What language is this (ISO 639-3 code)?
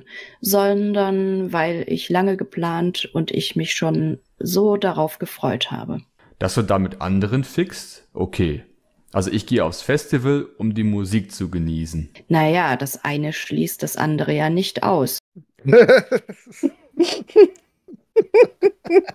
deu